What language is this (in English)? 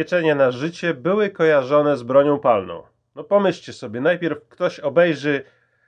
Polish